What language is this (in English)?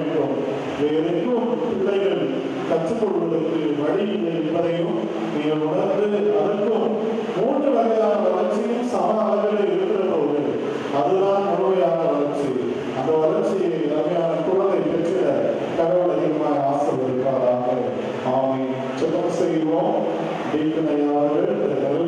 Tamil